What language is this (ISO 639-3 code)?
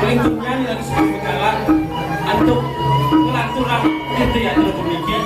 ban